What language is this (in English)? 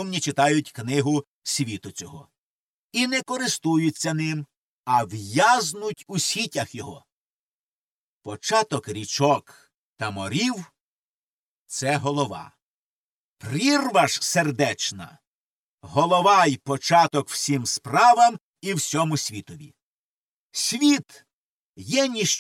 Ukrainian